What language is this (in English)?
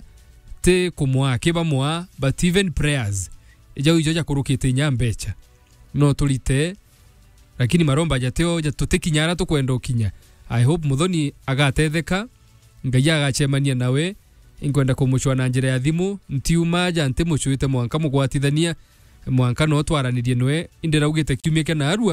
Meru